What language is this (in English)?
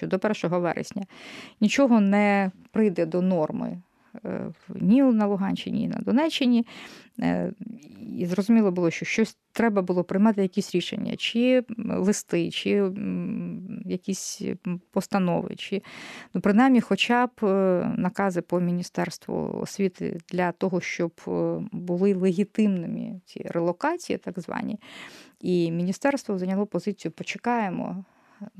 Ukrainian